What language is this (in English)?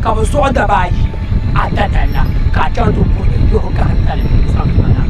Dagbani